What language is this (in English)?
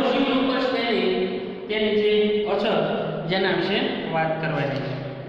Gujarati